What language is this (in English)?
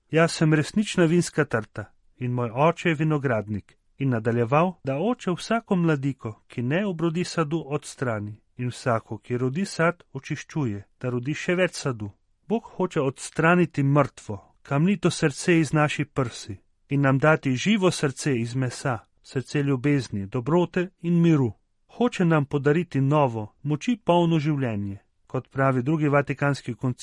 Slovenian